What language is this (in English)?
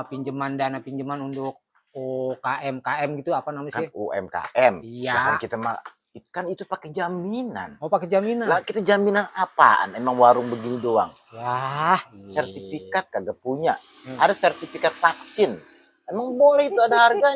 Betawi